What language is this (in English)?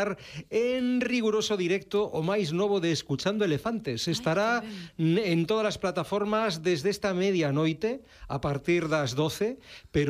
Galician